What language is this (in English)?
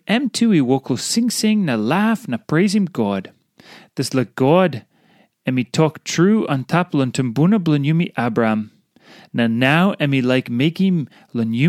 Tok Pisin